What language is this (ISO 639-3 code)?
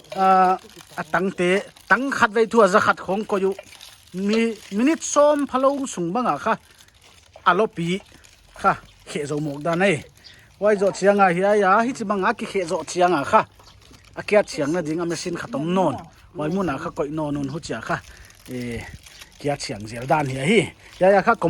pck